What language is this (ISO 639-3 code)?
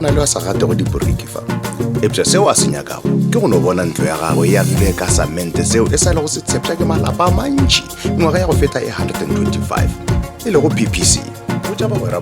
nso